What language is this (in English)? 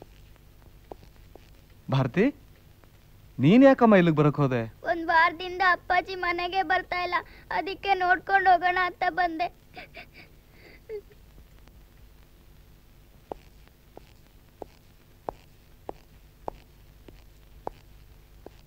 Kannada